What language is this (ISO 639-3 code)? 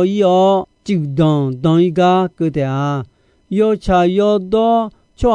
ahk